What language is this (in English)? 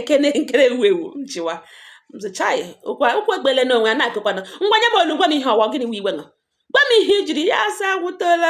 Igbo